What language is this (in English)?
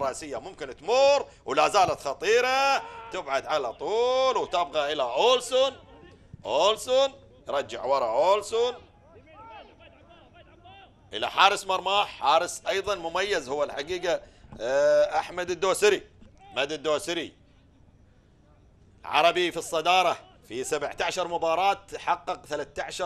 Gulf Arabic